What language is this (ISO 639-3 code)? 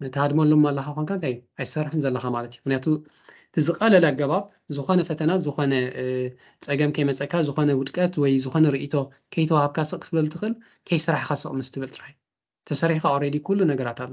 tir